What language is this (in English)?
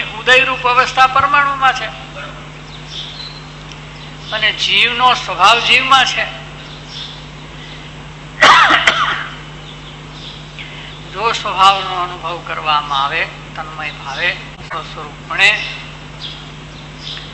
Gujarati